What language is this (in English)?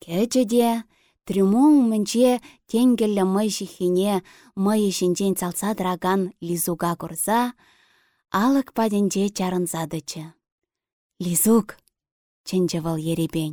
Chuvash